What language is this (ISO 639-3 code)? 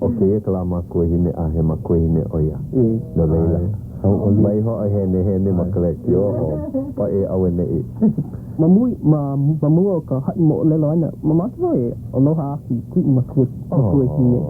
haw